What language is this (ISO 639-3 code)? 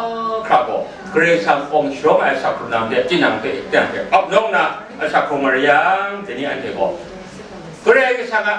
kac